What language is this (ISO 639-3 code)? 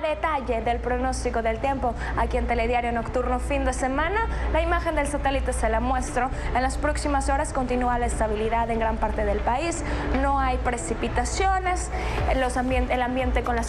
spa